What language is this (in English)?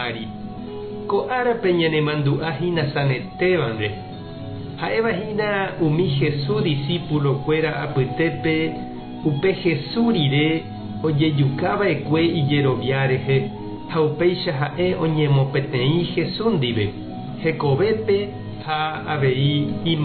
Guarani